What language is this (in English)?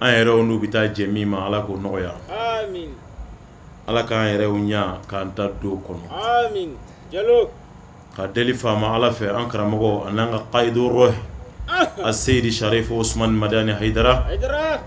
Bambara